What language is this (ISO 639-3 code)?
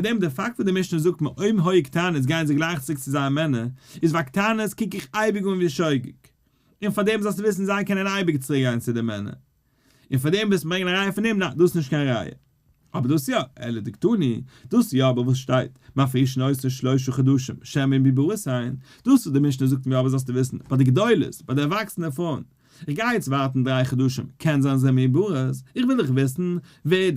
yid